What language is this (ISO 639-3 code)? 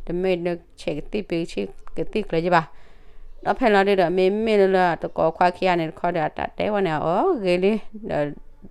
ksw